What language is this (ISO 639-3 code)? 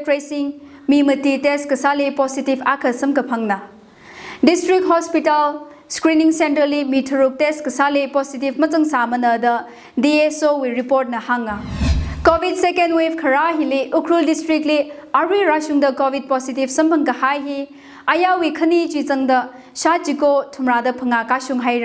nmf